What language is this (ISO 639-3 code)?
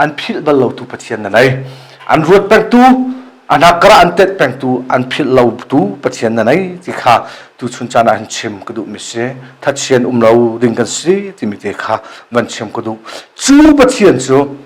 cnh